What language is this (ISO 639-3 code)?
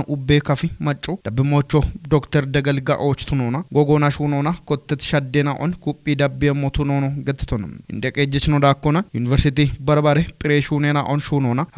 kbr